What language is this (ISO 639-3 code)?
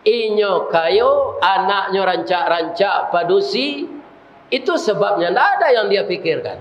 min